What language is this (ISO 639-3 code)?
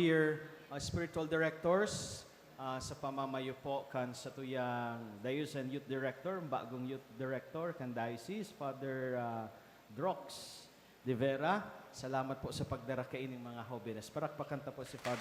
bik